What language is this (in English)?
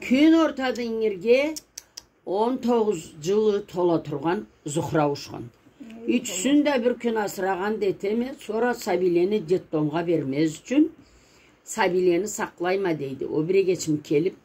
Karachay-Balkar